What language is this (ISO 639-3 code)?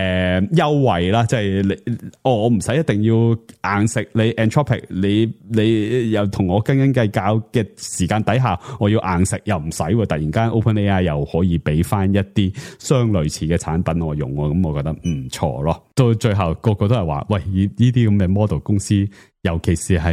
yue